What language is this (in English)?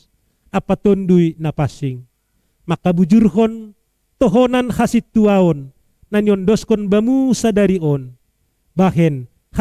Batak Simalungun